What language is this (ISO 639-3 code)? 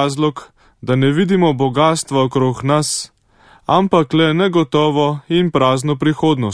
slv